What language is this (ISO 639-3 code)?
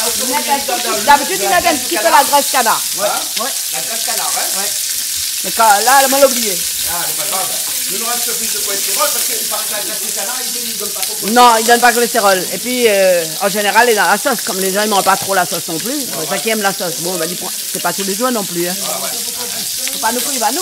rcf